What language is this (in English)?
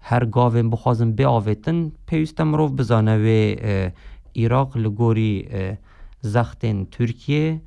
Kurdish